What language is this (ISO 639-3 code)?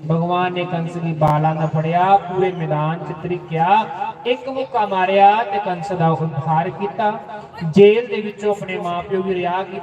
doi